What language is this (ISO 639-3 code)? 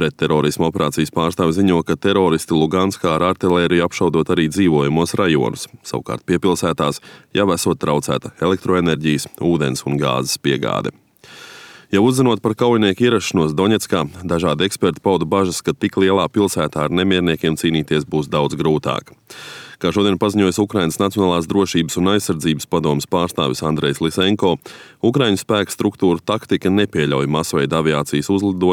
lav